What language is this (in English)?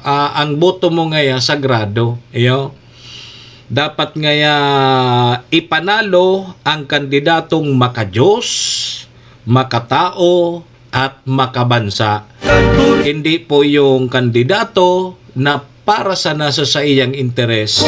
Bikol